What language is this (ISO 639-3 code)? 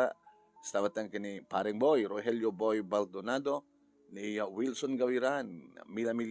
ilo